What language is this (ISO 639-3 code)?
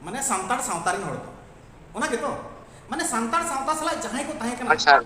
sat